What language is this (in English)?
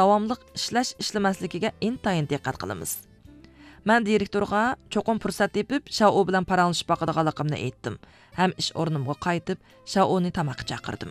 Uyghur